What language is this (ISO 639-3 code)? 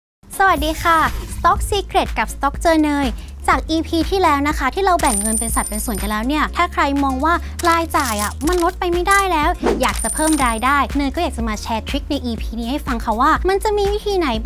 tha